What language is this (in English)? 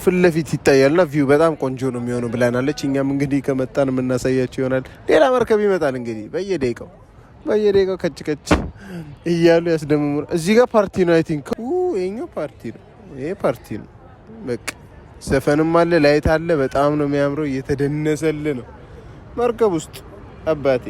Amharic